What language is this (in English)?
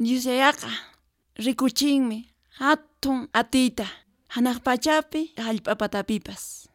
Quechua